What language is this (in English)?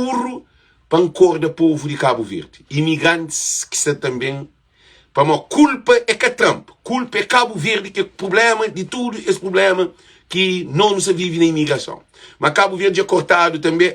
Kabuverdianu